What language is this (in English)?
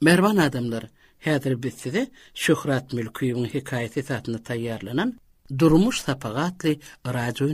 Turkmen